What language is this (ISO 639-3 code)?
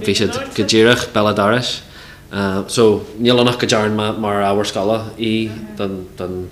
gle